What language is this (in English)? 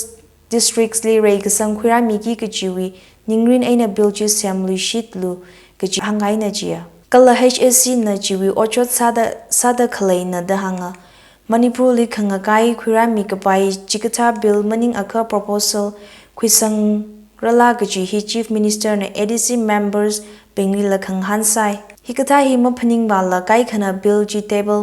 Tangkhul Naga (India)